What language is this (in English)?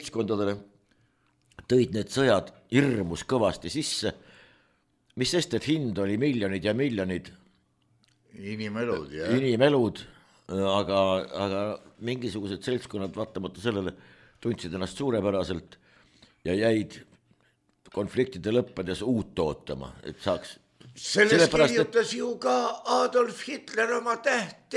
Estonian